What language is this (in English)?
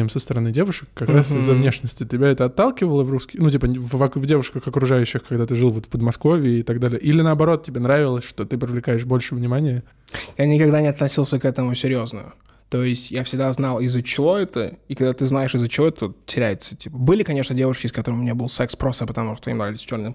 Russian